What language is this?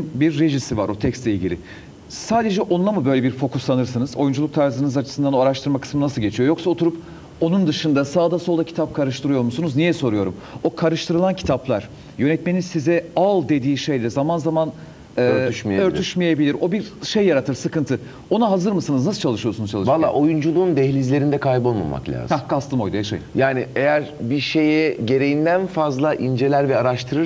Turkish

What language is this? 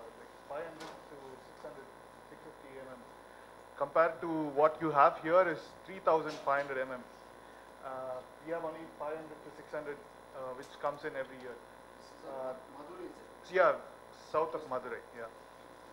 English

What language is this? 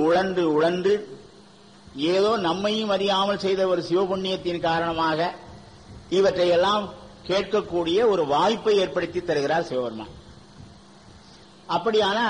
Tamil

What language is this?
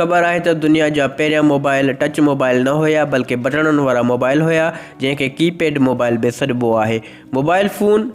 Sindhi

